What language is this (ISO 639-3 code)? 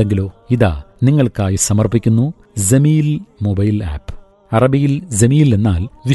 mal